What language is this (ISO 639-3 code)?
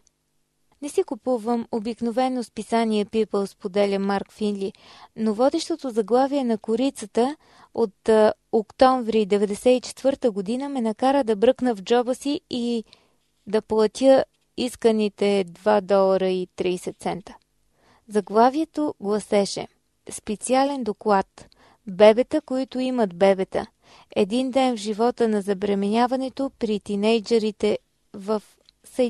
bul